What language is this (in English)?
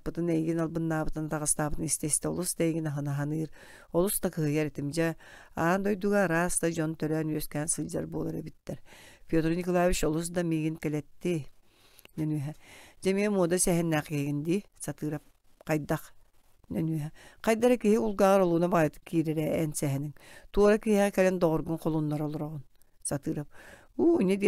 Yakut